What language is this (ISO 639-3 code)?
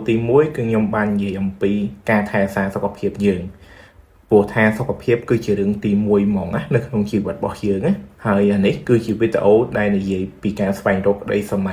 khm